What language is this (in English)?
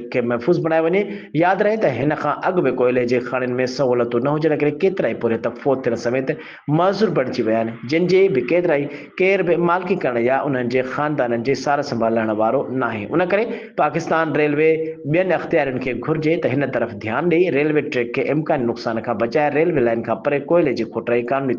Sindhi